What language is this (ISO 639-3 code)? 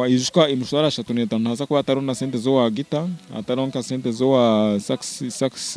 nyn